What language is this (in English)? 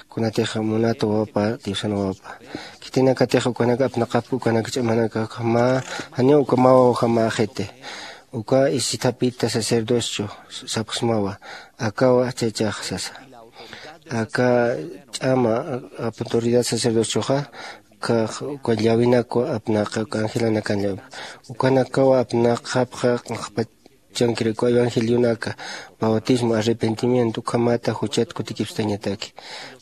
Aymara